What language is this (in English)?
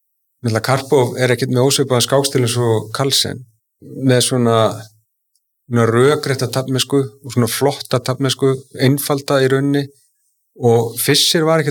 Icelandic